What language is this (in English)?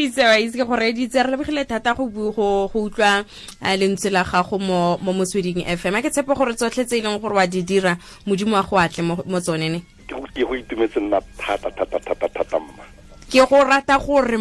Tswana